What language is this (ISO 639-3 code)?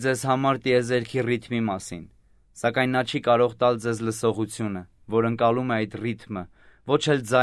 hye